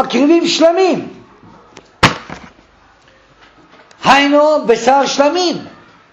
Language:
Hebrew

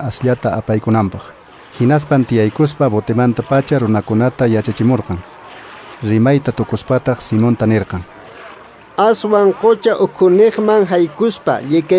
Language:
Quechua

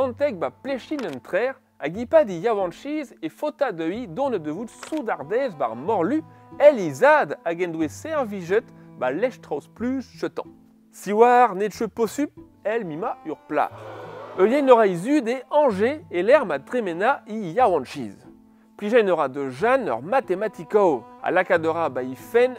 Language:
Breton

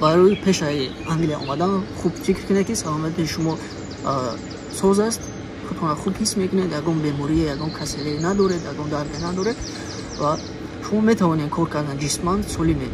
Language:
Tajik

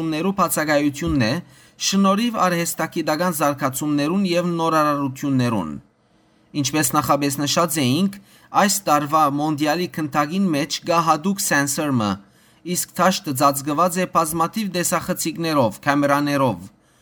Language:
Western Armenian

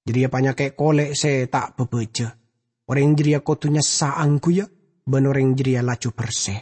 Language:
Madurese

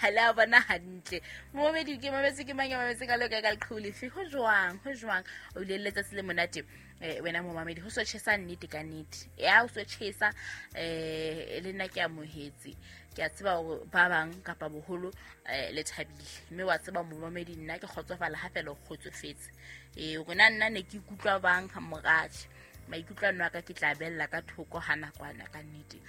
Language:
Southern Sotho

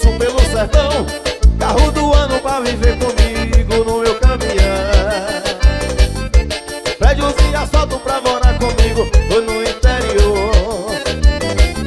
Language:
Portuguese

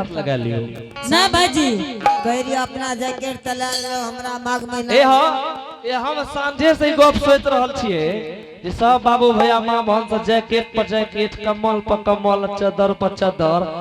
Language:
Angika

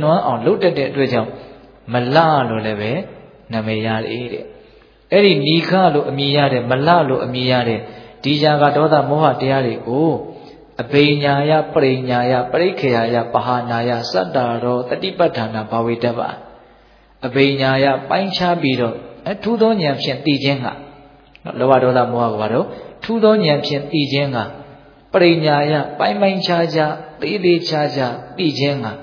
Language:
Burmese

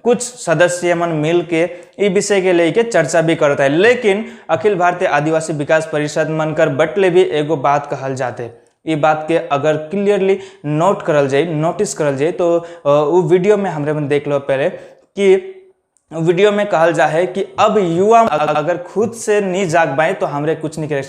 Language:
Sadri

